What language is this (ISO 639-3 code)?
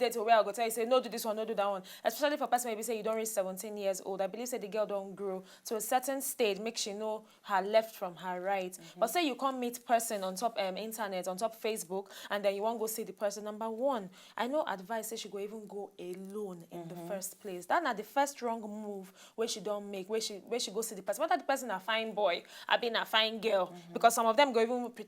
pcm